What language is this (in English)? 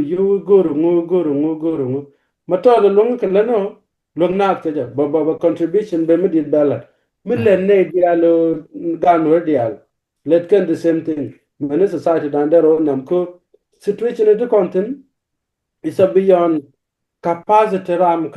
Nuer